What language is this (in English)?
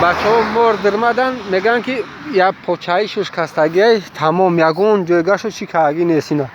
Tajik